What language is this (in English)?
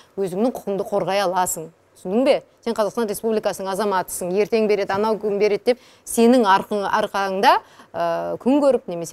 Kazakh